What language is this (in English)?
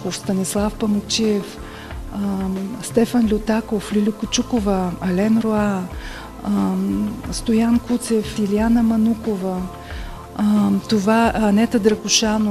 Bulgarian